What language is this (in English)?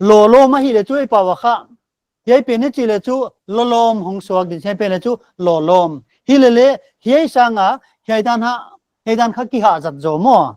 Paite Chin